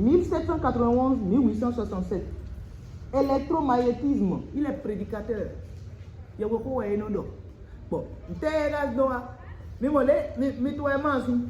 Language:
Fon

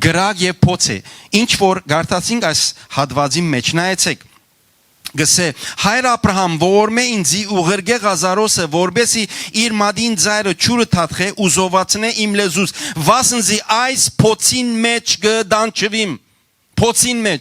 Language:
Western Armenian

